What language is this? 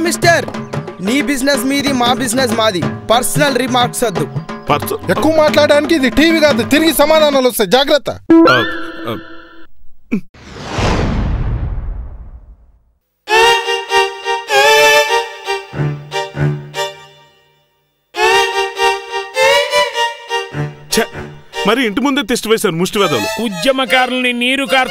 Telugu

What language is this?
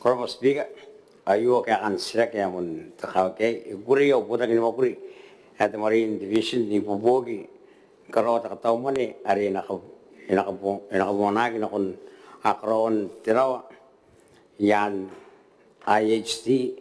Gilbertese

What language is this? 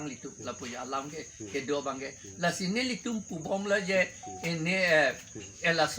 Karbi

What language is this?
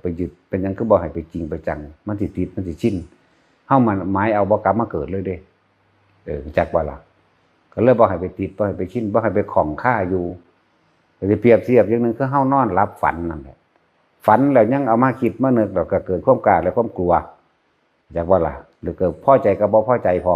Northeastern Thai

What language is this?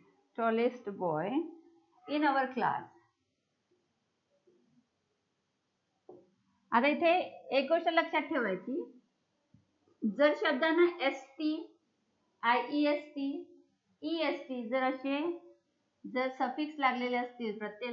Marathi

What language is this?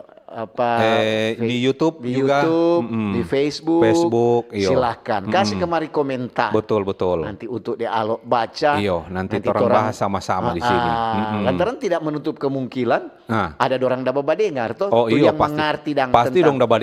Manado Malay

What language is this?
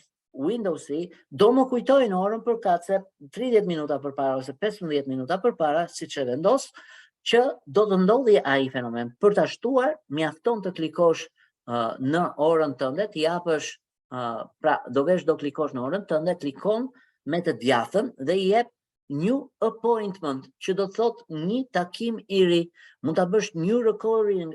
Albanian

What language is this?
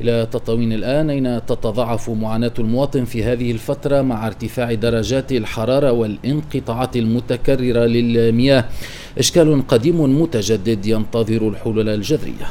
Tunisian Arabic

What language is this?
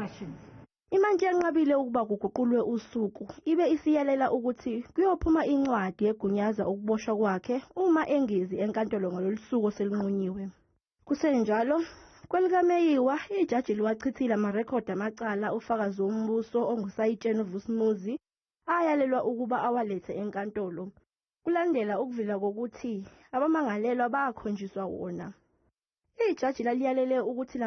Zulu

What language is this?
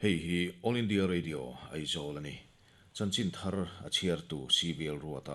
Mizo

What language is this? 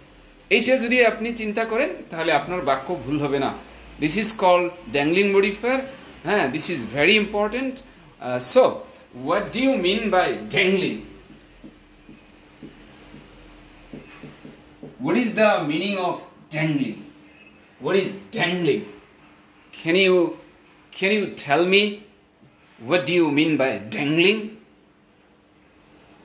Bangla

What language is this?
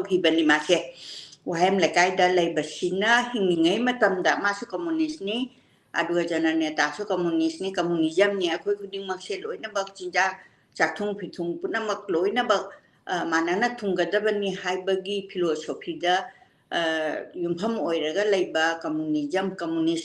Manipuri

